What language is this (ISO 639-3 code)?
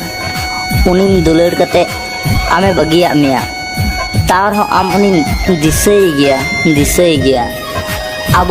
sat